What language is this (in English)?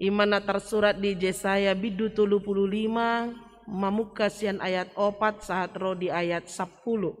Batak Toba